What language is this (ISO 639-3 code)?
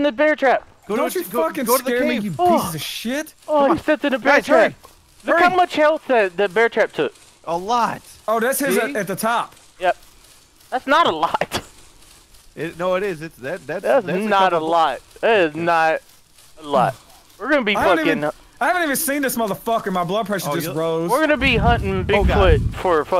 eng